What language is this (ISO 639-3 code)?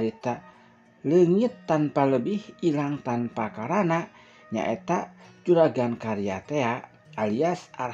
sun